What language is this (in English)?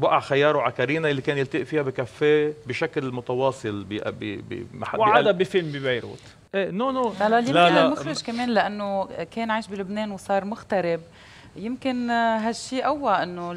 North Levantine Arabic